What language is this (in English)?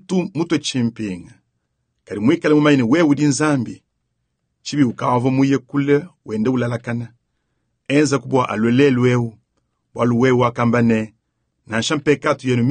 Luba-Lulua